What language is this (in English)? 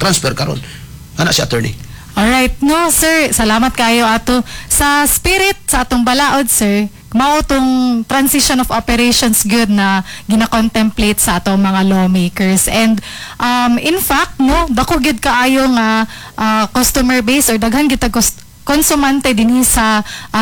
Cebuano